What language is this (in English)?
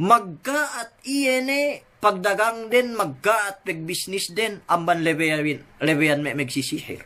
Yakan